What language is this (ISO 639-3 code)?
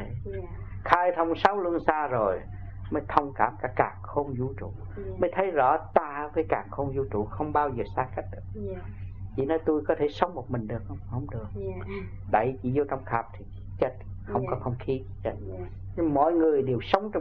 vie